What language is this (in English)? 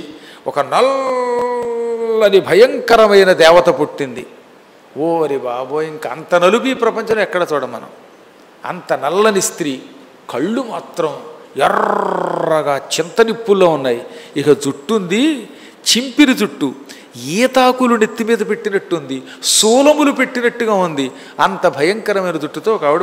Telugu